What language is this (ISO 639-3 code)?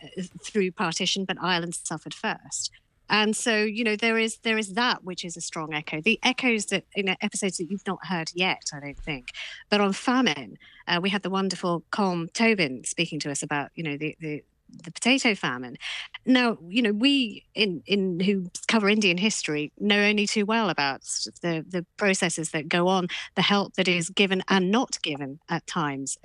eng